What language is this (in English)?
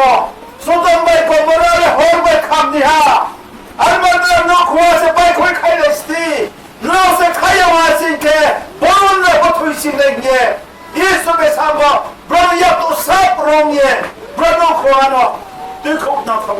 Riang (India)